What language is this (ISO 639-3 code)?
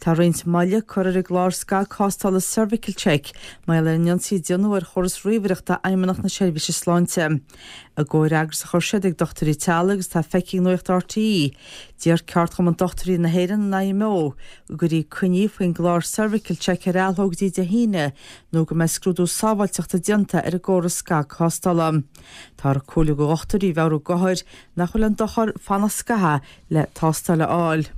gle